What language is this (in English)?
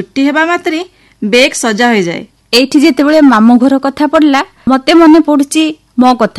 Odia